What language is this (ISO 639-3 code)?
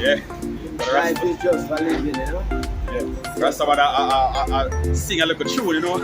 jam